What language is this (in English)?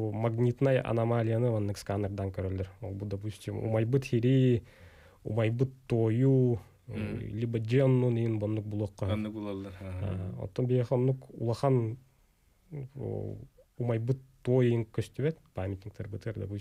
Yakut